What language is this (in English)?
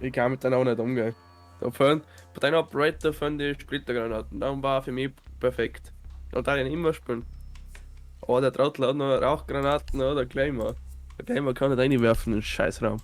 Bavarian